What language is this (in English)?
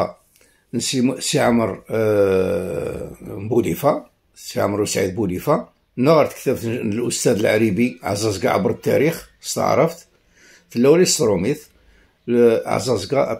Kabyle